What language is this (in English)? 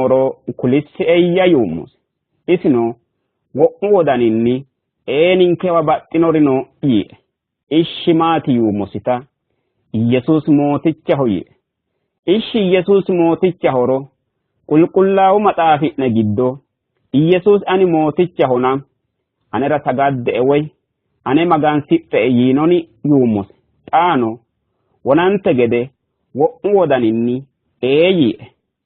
Sidamo